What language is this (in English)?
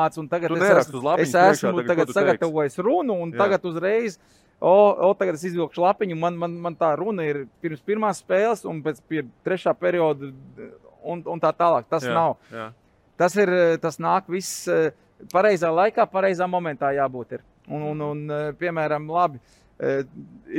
Latvian